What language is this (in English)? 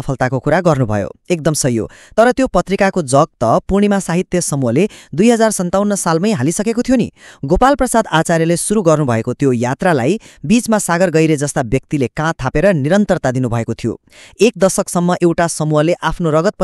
Nepali